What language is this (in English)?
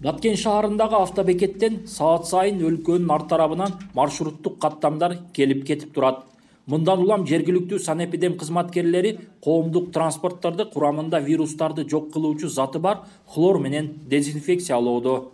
Kyrgyz